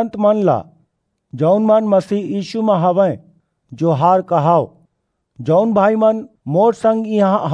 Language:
Chhattisgarhi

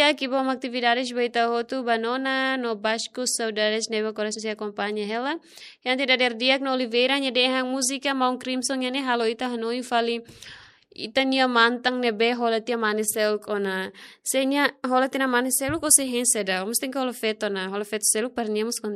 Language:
Tetum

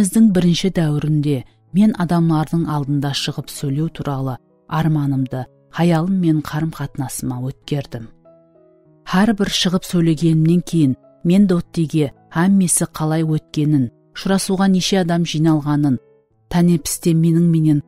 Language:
Kara-Kalpak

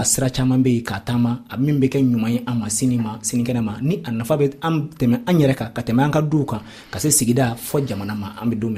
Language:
Dyula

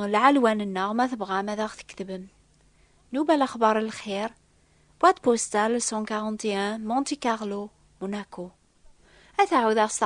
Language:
Kabyle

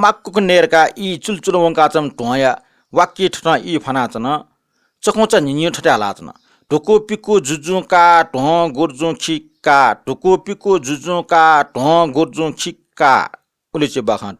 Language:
Newari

